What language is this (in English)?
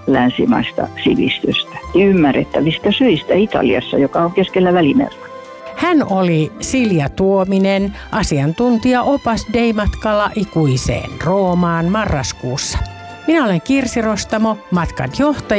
Finnish